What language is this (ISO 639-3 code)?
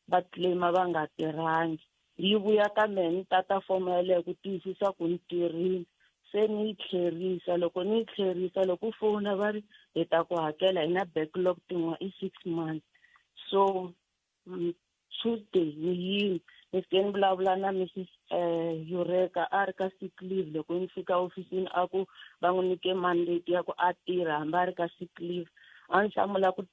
tso